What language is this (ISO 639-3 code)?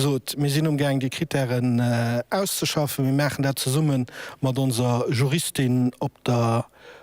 ltz